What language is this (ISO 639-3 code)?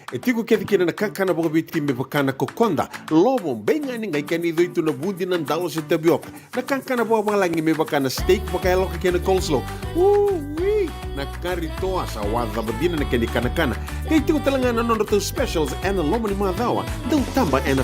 fij